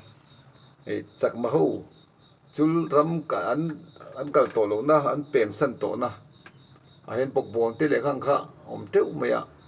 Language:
Mizo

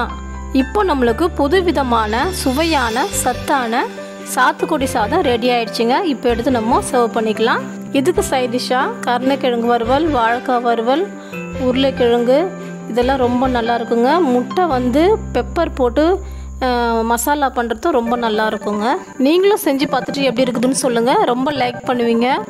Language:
Tamil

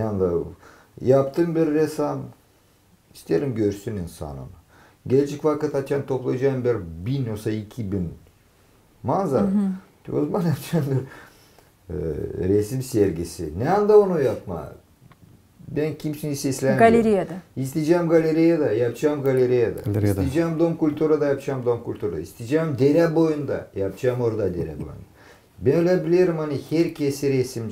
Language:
Gagauz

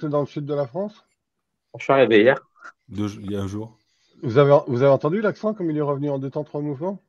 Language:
French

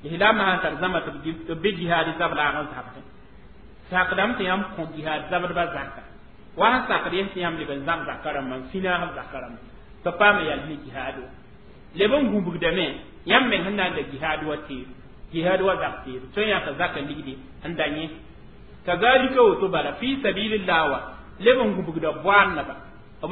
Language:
Mossi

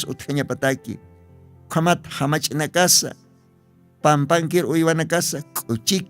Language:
Aymara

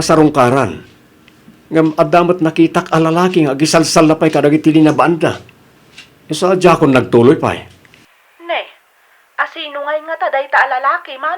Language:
Iloko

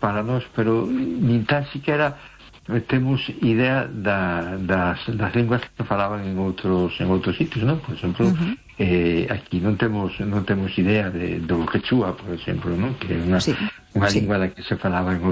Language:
Galician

